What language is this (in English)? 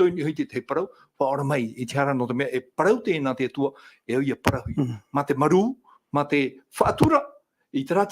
Tahitian